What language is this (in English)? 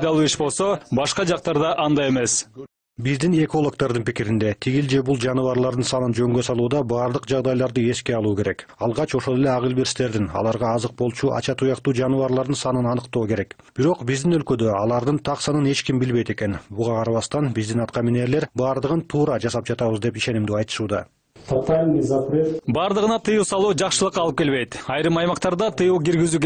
Kyrgyz